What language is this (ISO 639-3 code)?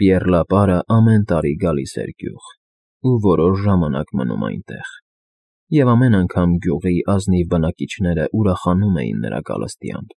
hye